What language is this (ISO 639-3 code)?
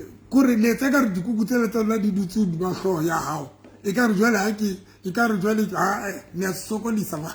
sot